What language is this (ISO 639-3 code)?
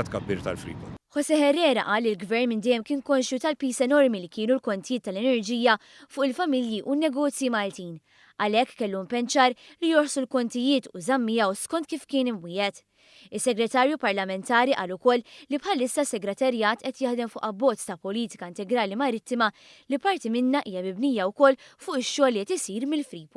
mlt